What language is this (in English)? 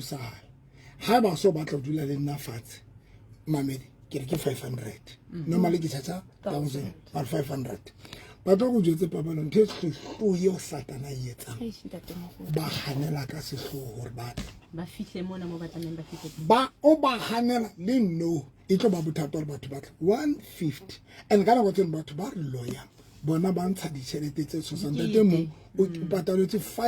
Southern Sotho